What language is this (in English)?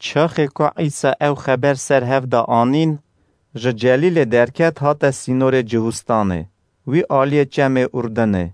Kurdish